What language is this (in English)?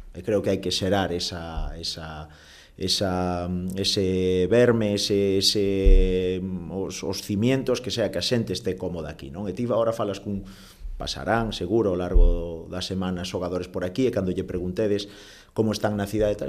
Galician